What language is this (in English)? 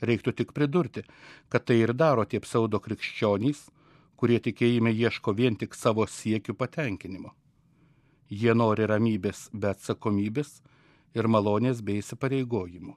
Lithuanian